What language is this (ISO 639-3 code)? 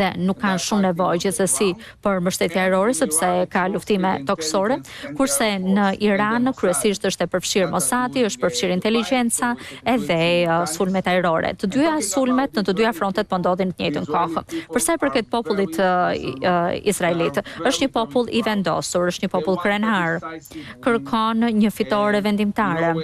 sqi